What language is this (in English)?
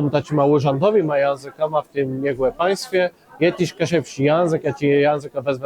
Kashubian